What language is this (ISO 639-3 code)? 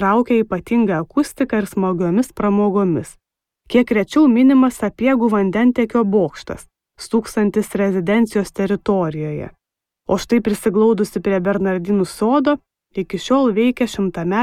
lit